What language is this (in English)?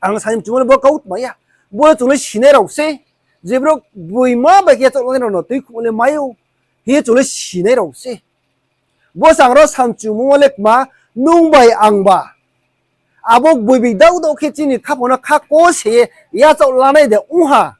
Riang (India)